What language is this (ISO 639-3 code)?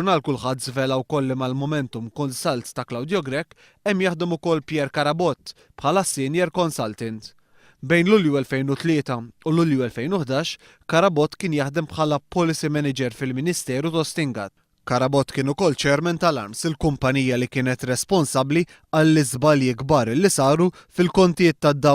mlt